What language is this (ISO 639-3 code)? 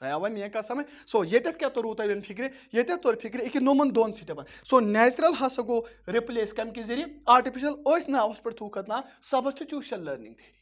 kas